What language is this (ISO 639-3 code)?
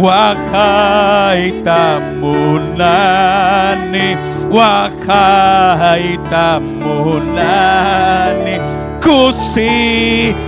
quy